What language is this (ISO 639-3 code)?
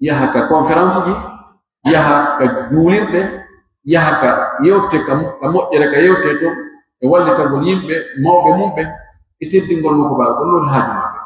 fuf